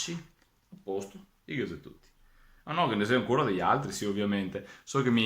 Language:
Venetian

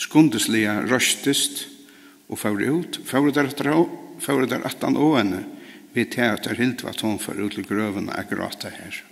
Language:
Faroese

